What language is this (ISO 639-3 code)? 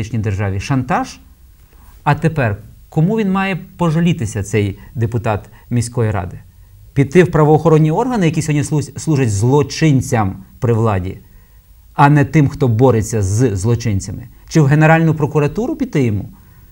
ukr